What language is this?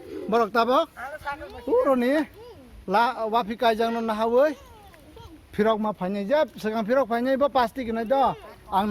Kok Borok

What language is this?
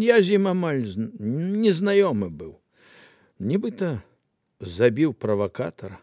Belarusian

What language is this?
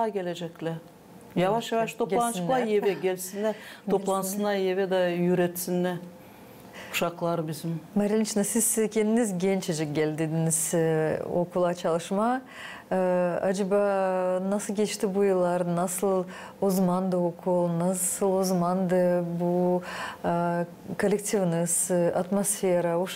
Gagauz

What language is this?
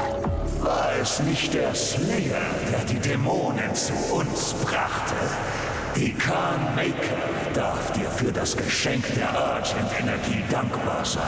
Bavarian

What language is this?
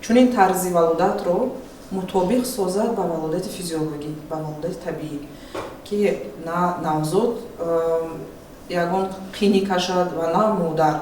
Tajik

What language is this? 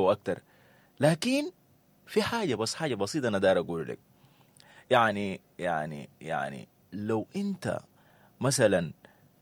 Sudanese Arabic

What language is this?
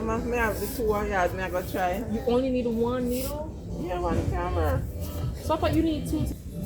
Jamaican Creole English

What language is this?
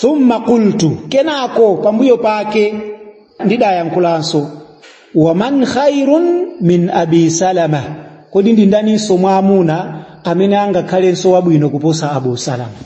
Nyanja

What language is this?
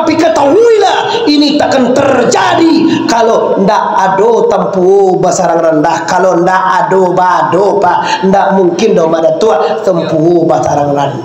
Minangkabau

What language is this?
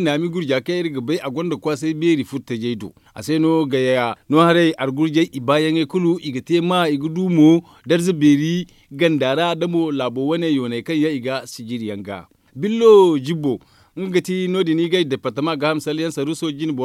Zarma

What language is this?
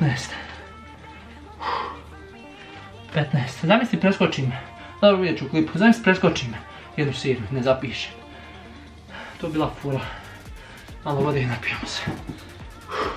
Croatian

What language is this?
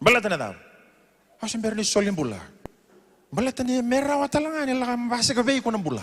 Fijian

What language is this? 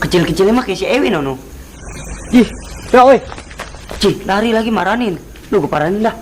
Betawi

